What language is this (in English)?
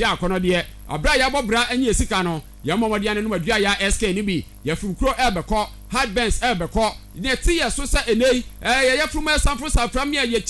Akan